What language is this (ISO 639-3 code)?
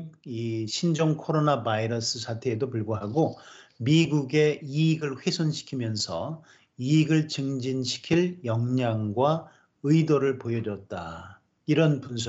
kor